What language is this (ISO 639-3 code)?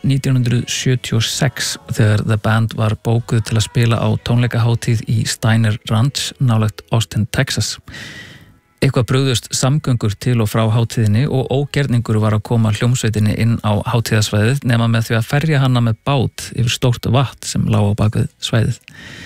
isl